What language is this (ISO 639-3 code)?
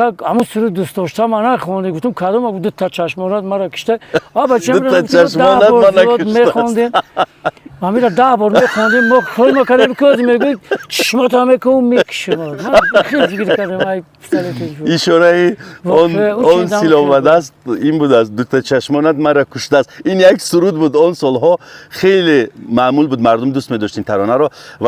tgk